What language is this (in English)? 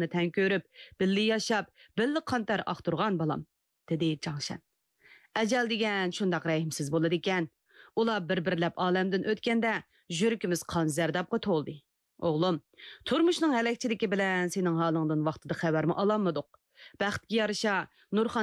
Uyghur